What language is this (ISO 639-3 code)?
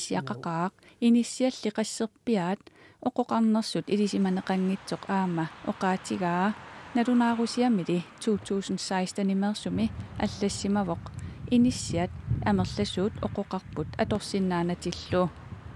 kal